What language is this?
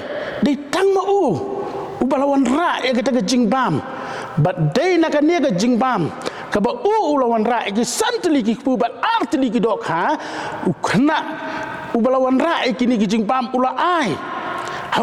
Khasi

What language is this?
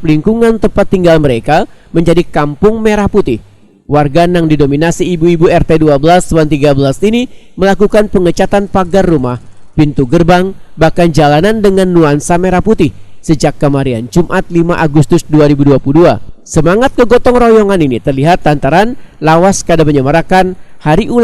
Banjar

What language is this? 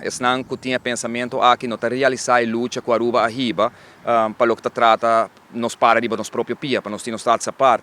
Papiamento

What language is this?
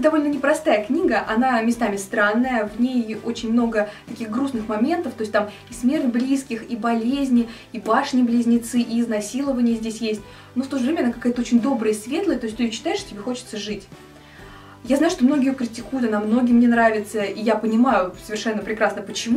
Russian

